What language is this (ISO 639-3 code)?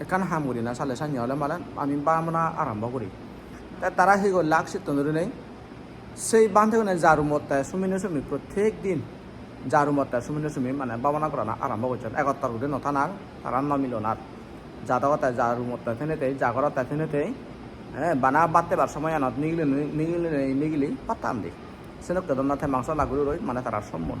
ccp